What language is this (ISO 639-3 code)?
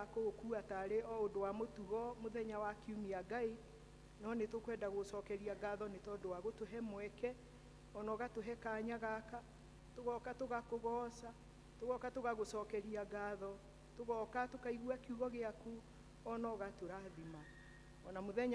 kik